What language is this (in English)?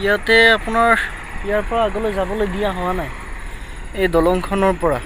Assamese